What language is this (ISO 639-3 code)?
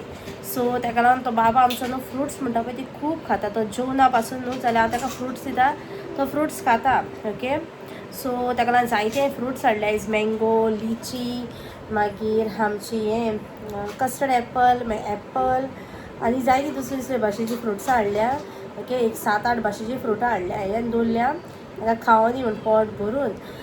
kok